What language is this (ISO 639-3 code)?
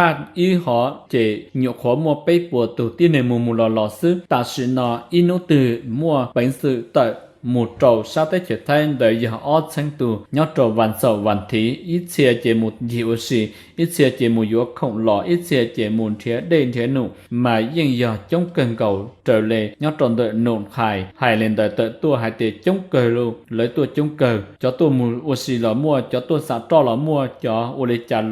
hmn